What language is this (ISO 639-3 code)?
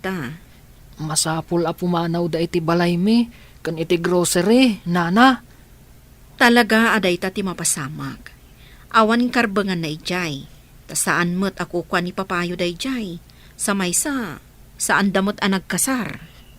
ilo